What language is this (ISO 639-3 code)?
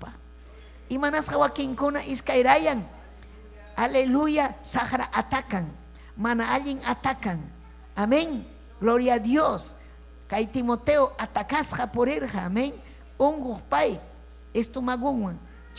quy